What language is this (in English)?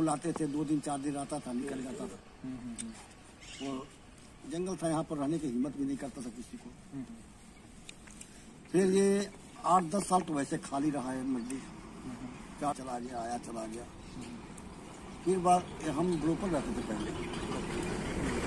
Hindi